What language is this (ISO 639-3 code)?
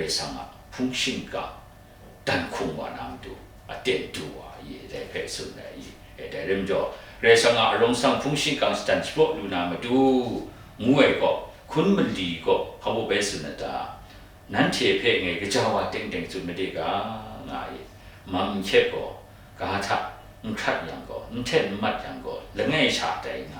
kac